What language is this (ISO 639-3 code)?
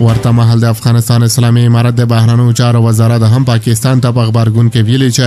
pus